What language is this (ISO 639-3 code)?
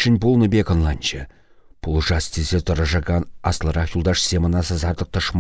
chv